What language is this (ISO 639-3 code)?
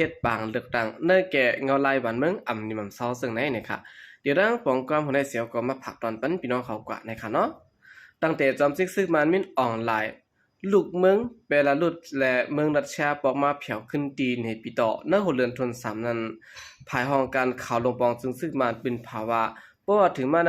shn